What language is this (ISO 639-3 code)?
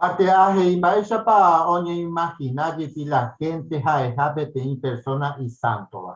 grn